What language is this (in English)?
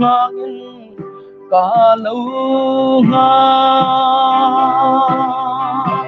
Hmar